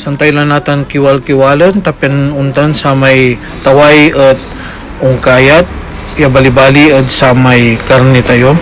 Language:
Pangasinan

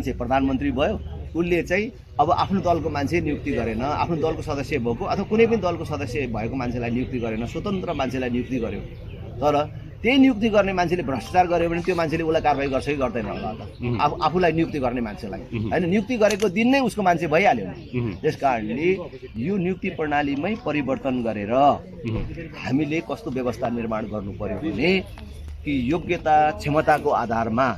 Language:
Nepali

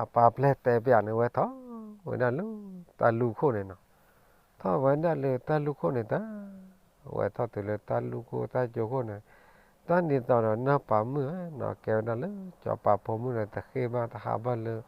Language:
S'gaw Karen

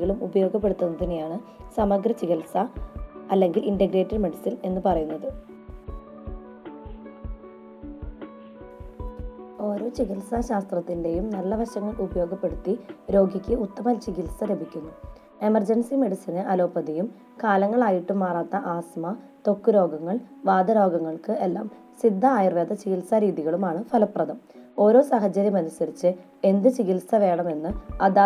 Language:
Malayalam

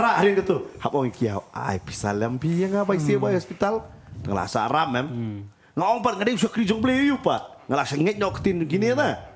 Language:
Khasi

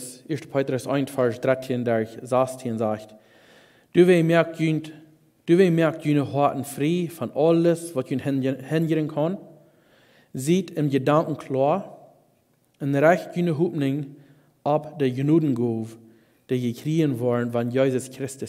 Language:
Plautdietsch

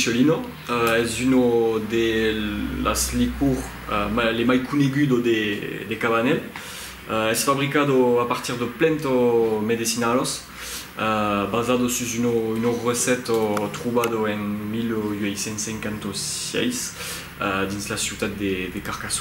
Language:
Occitan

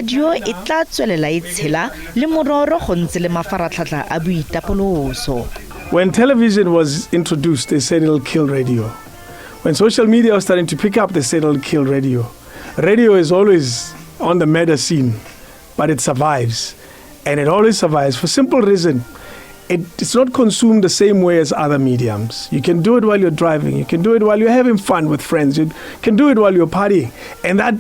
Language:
Tswana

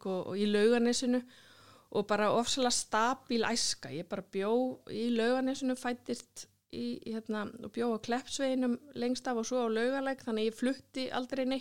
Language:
Icelandic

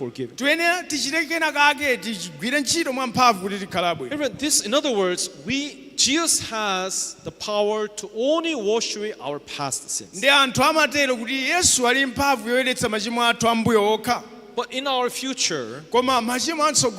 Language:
Nyanja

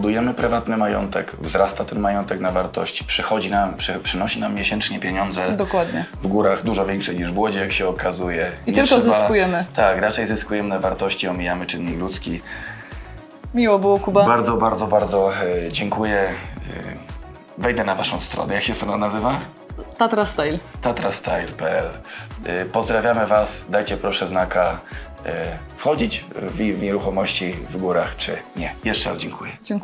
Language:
Polish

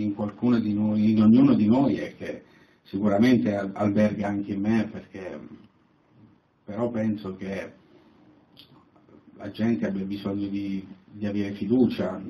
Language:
Italian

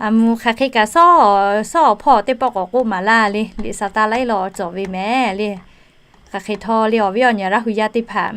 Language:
Lahu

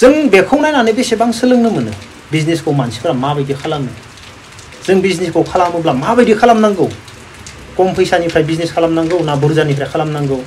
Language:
Bodo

